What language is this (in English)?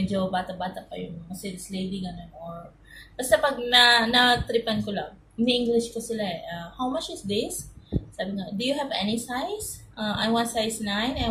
Filipino